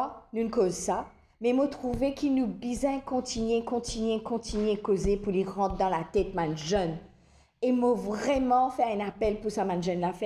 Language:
Morisyen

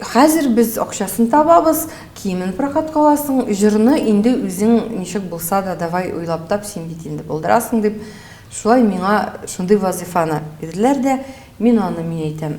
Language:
Tatar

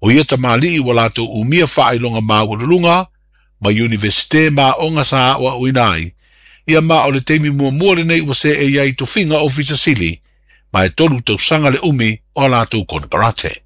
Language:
Samoan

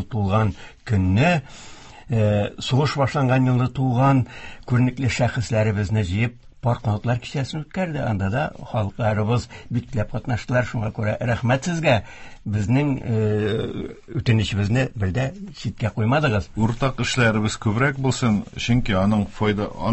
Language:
Tatar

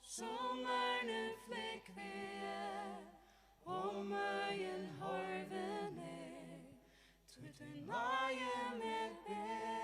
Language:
Faroese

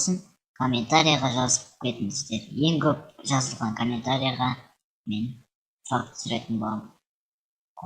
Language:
Kazakh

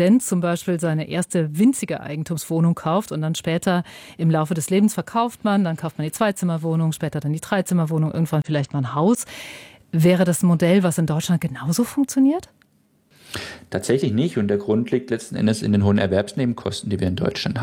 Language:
German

